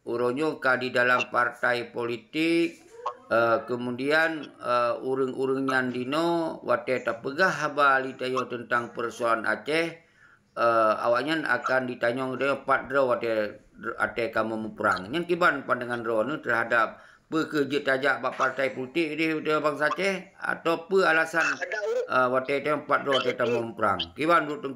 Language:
Achinese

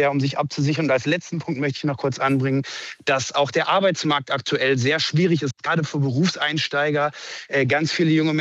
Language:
German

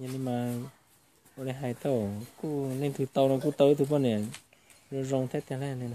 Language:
Hmong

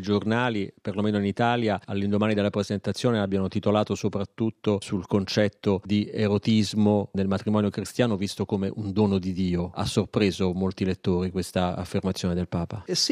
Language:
Italian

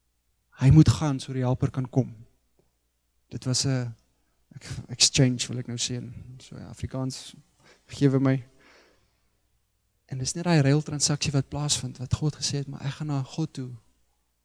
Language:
Afrikaans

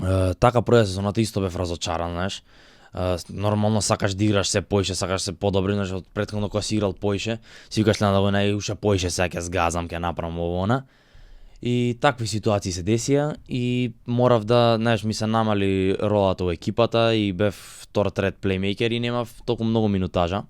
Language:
Macedonian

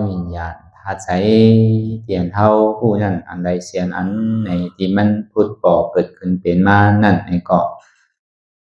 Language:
Shan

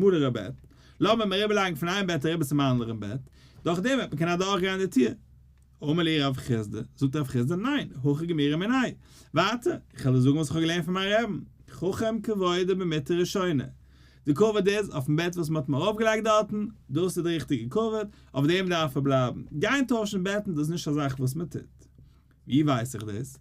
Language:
Yiddish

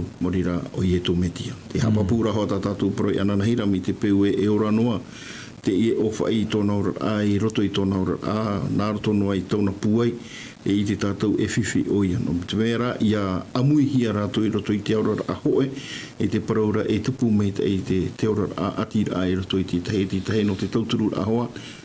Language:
Tahitian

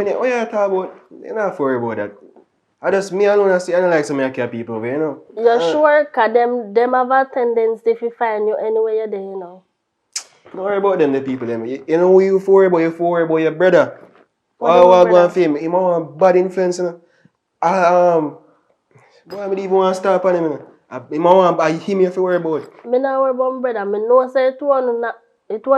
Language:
Jamaican Creole English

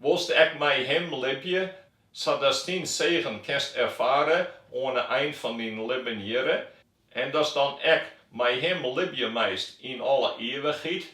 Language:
Western Frisian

